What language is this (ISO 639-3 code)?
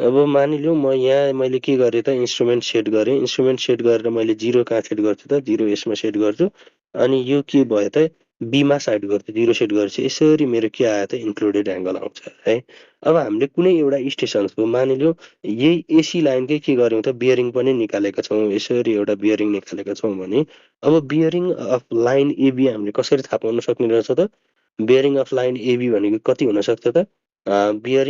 nep